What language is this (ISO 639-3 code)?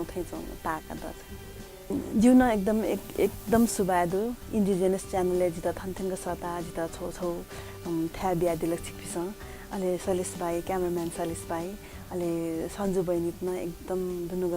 new